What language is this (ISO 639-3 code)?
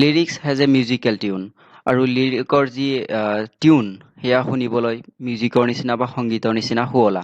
asm